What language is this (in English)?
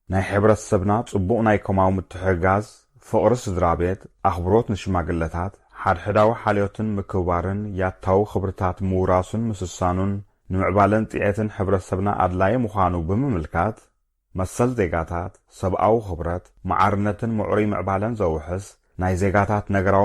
Tigrinya